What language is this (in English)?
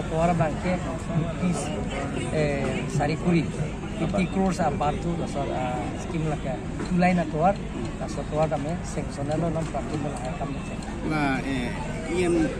Karbi